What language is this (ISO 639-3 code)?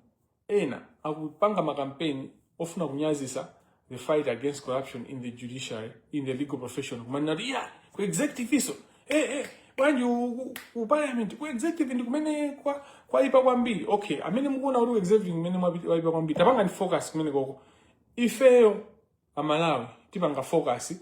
nya